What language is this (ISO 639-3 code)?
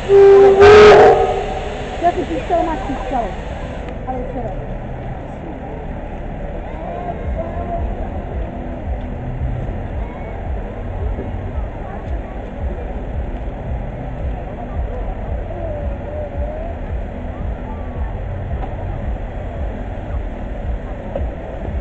ces